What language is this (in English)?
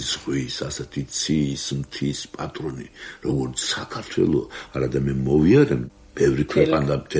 Georgian